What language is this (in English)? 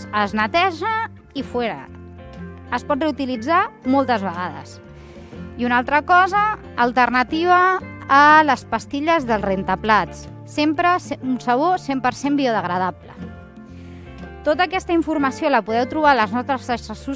Catalan